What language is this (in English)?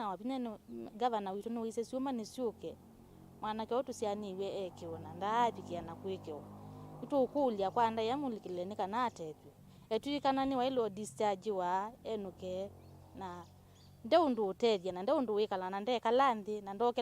Kamba